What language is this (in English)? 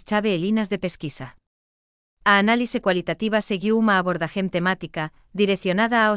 Galician